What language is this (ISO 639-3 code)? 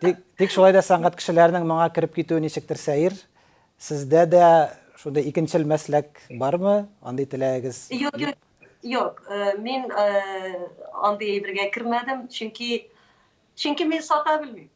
tat